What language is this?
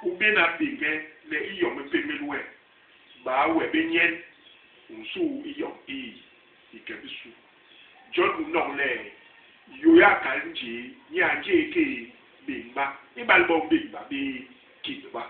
Basaa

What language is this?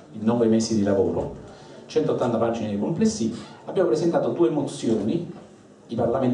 Italian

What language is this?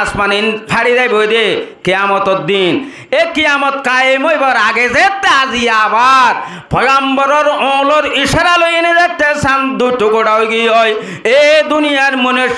Rohingya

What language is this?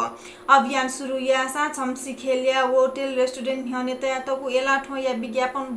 Newari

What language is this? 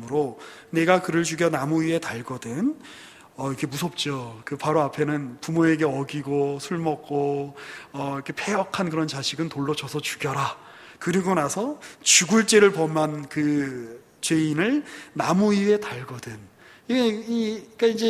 Korean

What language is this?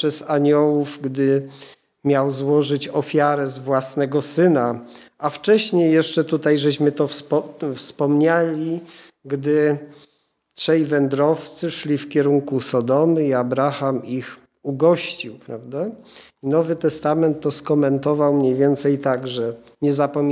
Polish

